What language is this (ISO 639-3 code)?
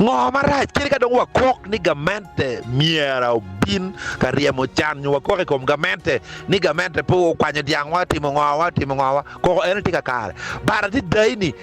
ach